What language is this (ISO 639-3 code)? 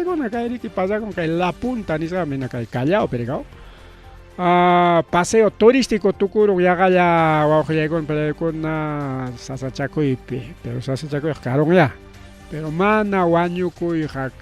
quy